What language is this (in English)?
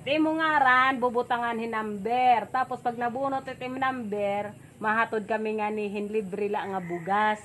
Waray